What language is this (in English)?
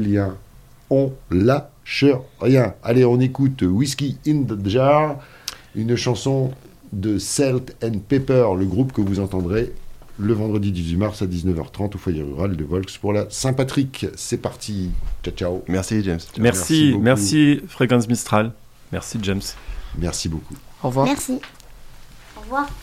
French